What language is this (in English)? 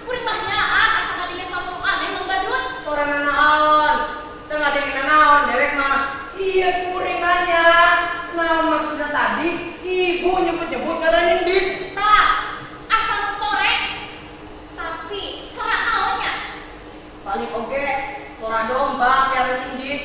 Sundanese